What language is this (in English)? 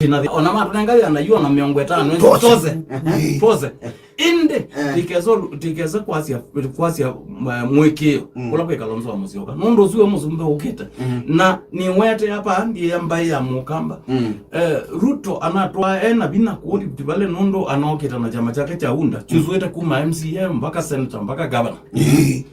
Kamba